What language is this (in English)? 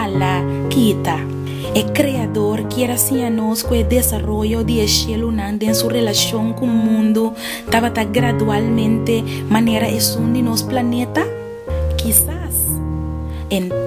Papiamento